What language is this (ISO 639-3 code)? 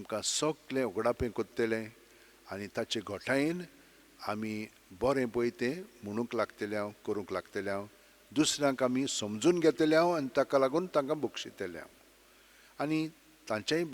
kok